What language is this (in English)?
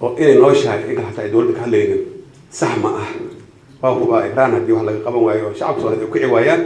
Somali